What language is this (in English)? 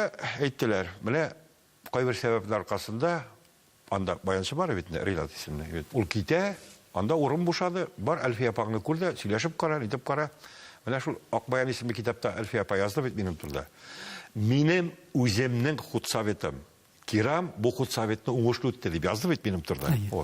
Tatar